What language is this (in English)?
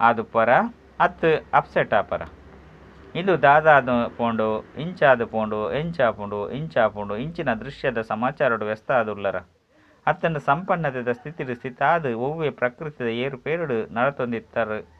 Tulu